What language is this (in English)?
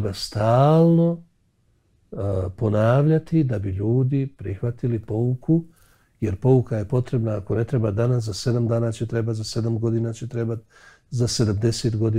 Bosnian